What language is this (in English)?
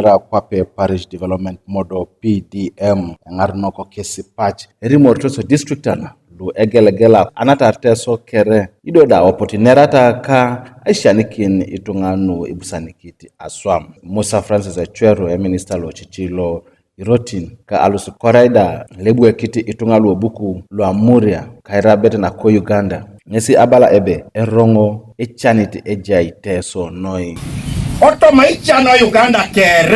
Teso